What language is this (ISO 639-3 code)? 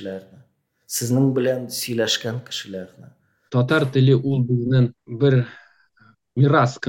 tat